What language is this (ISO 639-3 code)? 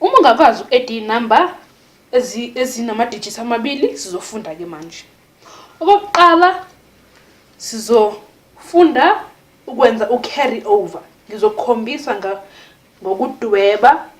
zul